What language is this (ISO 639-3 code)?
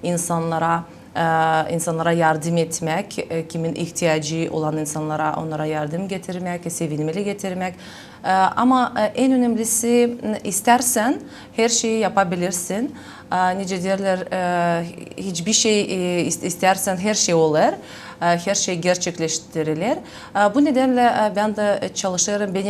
gag